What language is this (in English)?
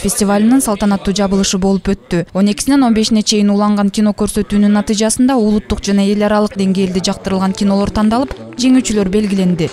Kyrgyz